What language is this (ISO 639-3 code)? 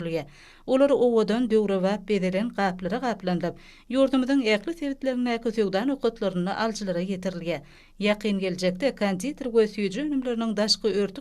tuk